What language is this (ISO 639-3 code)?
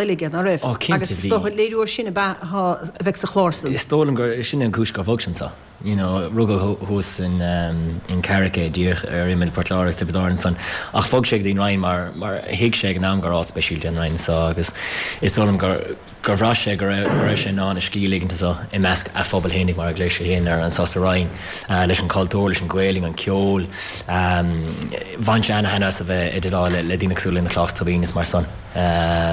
gle